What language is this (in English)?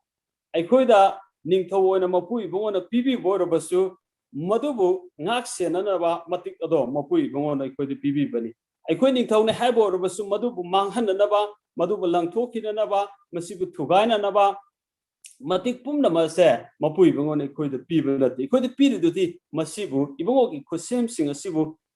Manipuri